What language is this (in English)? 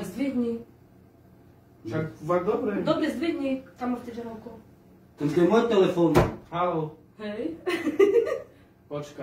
Slovak